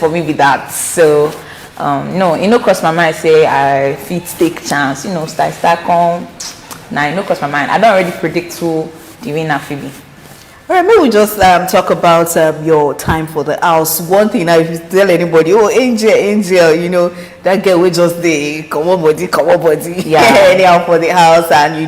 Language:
Nigerian Pidgin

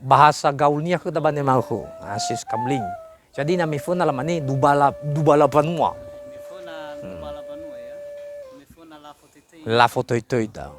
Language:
Nias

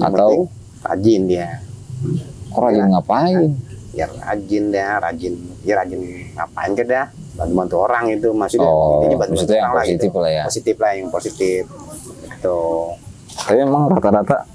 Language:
Betawi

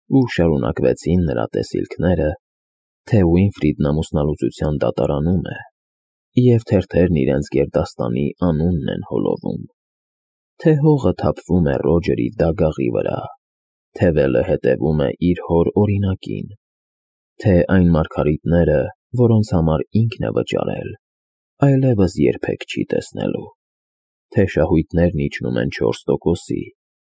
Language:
Armenian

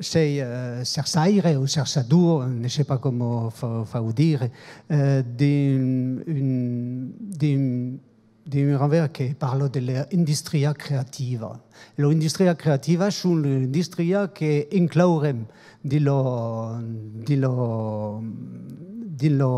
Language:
Occitan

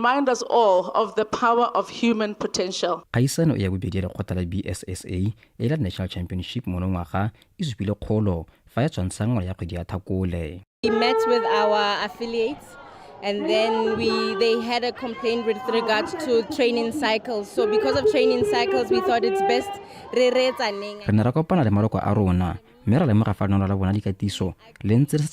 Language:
Tswana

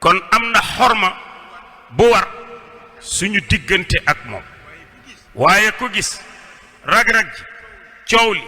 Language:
Wolof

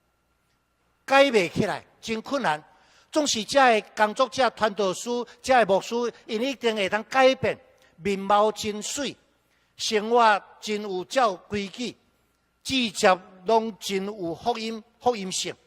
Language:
Min Nan Chinese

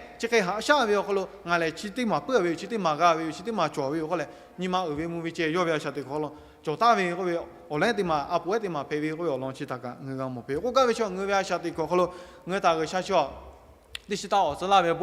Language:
Lahu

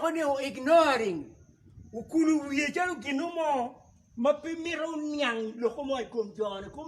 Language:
Acoli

